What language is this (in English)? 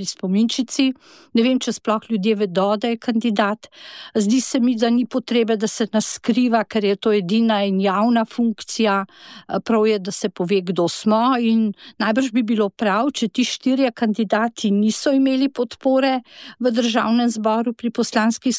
Slovenian